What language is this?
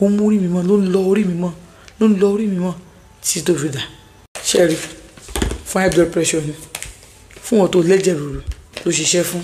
Yoruba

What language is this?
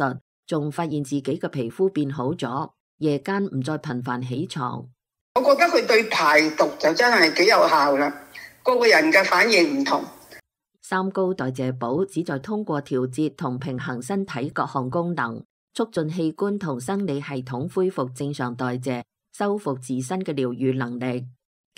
Cantonese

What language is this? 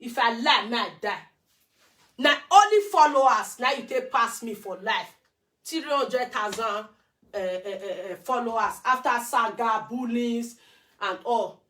Nigerian Pidgin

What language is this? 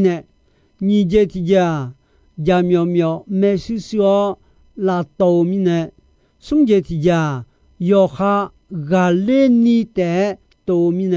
Akha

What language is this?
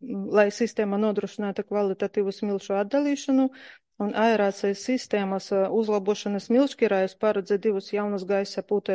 Latvian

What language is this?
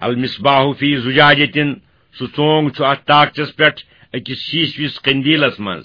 Kashmiri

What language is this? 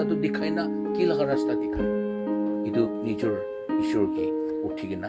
Naga Pidgin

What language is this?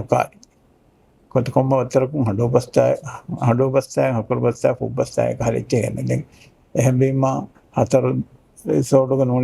Divehi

